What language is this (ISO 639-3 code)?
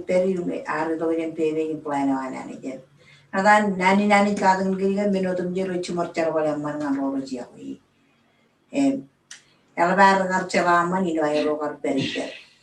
mah